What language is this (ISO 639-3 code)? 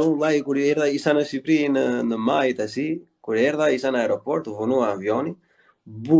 sqi